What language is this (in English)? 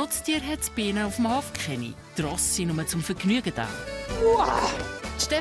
Swiss German